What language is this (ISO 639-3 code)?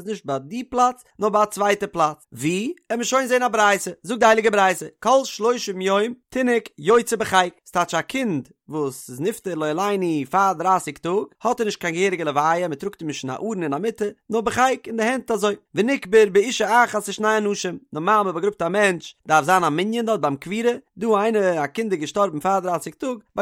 yid